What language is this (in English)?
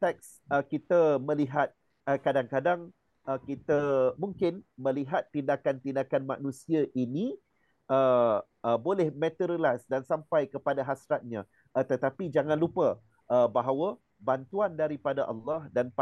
Malay